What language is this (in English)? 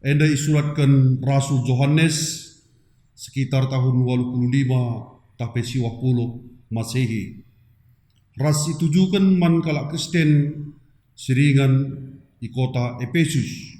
Batak Karo